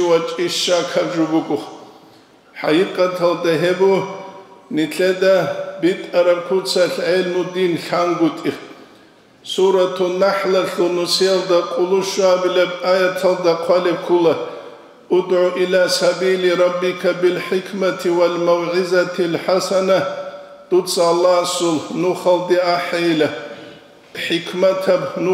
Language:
Avaric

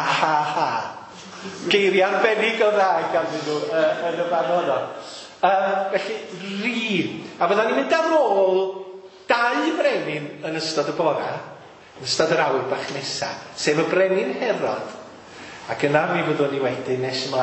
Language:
Welsh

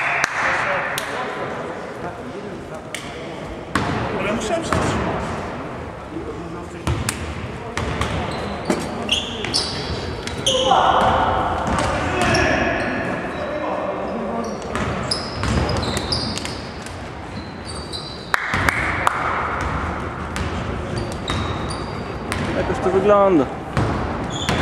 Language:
Polish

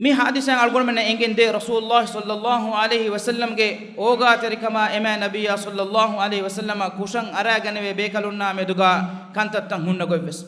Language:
Divehi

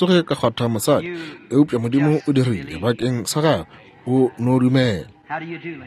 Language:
Northern Sotho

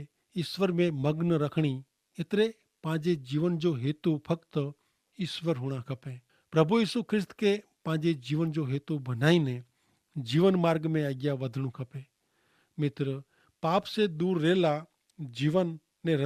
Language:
Kachhi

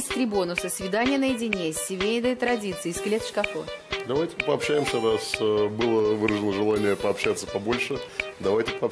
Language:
Russian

